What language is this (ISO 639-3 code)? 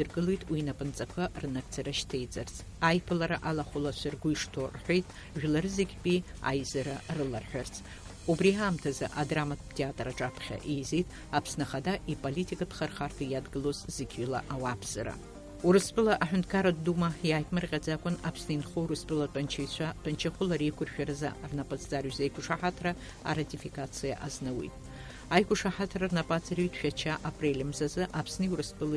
abk